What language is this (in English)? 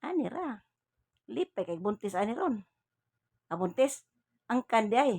Cebuano